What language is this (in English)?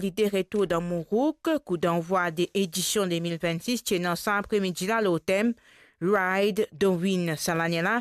Morisyen